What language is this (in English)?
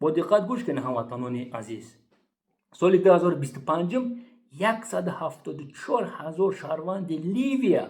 Tajik